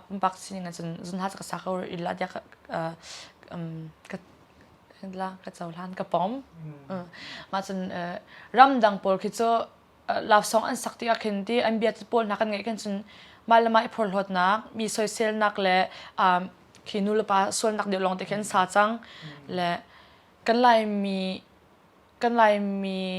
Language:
Hakha Chin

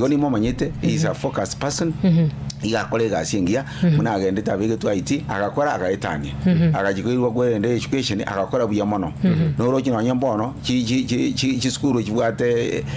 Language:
Gusii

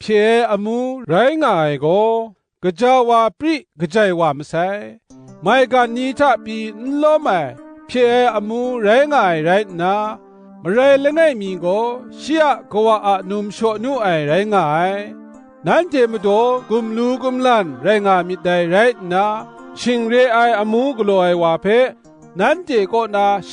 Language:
Kachin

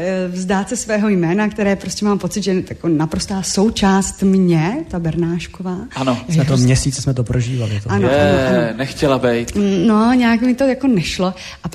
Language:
Czech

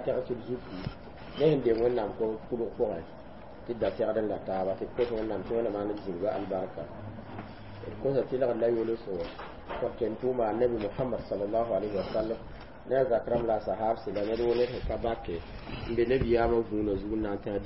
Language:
Mossi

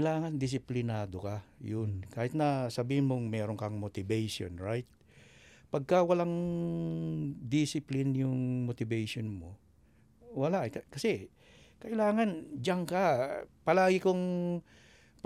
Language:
Filipino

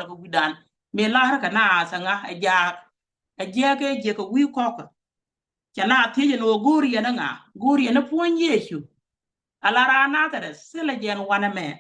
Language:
Nuer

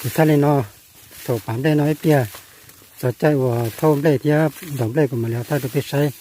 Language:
Hmong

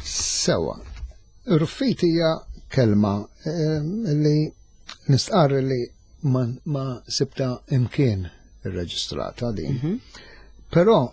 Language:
Maltese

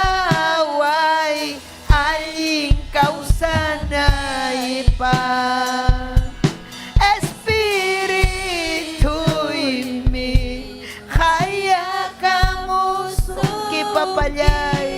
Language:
Ayacucho Quechua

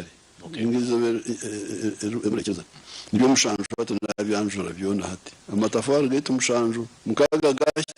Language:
Nyankole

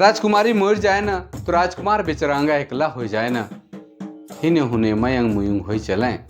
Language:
Sadri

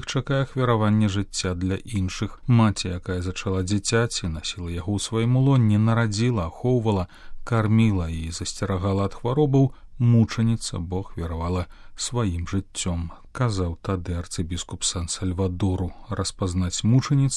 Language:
Belarusian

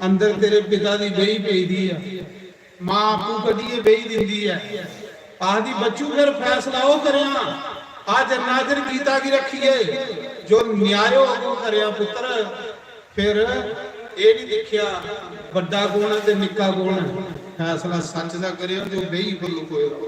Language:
Dogri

